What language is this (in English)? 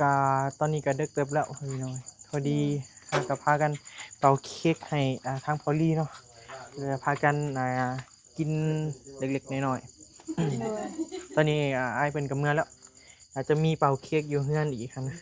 Northeastern Thai